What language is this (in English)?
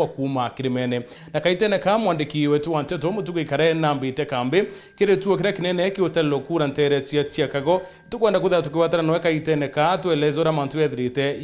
Meru